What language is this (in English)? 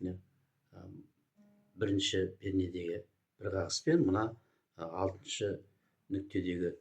Kazakh